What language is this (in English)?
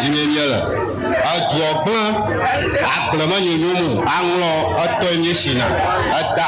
Ewe